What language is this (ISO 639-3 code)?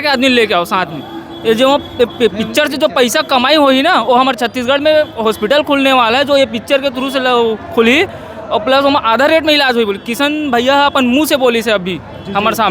hne